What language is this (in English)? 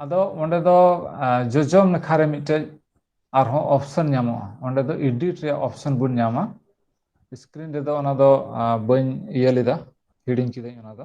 Santali